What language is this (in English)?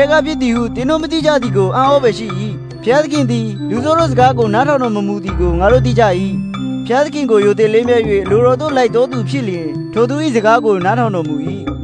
Burmese